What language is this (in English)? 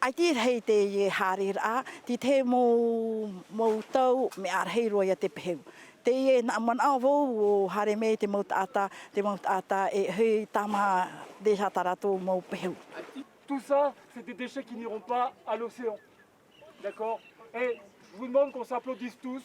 Tahitian